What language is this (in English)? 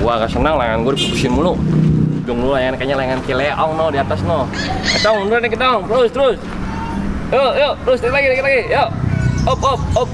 Betawi